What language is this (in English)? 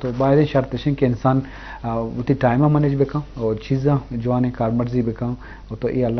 Eastern Balochi